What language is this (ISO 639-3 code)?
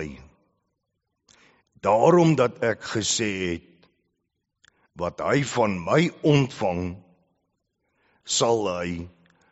afr